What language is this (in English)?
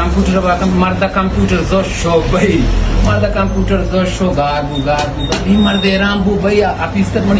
Baluchi